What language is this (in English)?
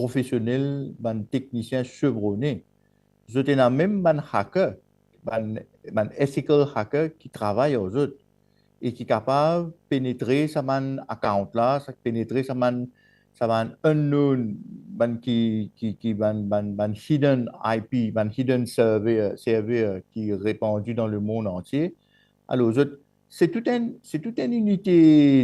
Morisyen